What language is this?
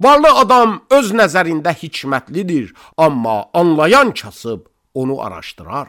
Azerbaijani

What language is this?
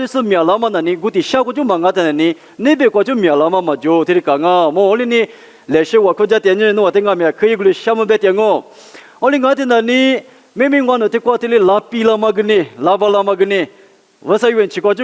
Lisu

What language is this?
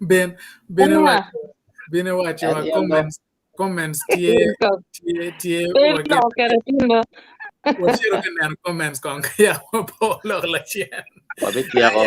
Acoli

